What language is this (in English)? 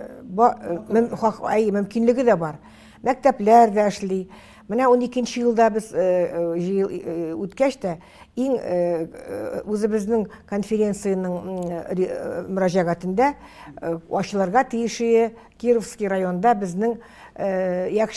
Tatar